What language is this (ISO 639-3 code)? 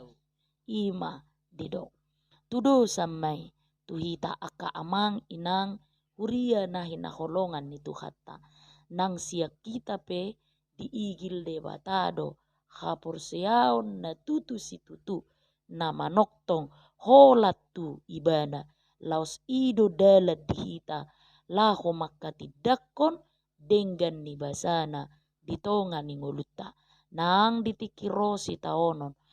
bbc